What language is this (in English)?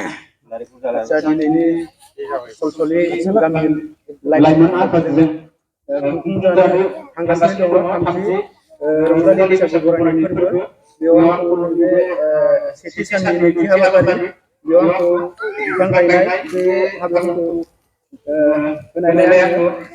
Bodo